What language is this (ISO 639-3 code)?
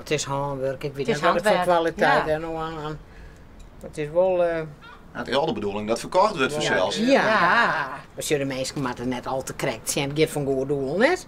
fry